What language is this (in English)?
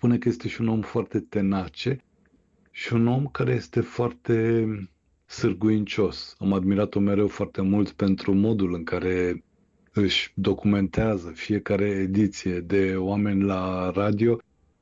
Romanian